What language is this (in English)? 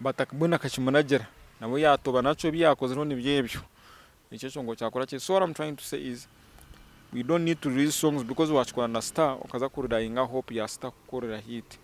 Nyankole